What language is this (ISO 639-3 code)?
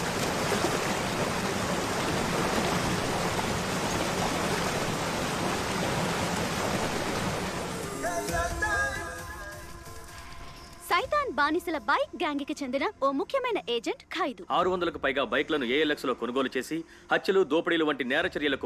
tel